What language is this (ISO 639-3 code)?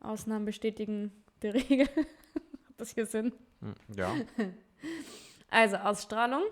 bar